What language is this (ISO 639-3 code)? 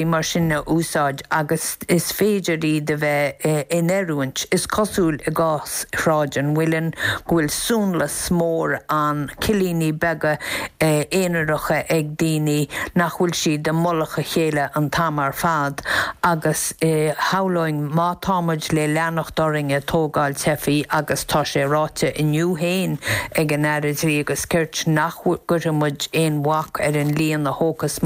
gle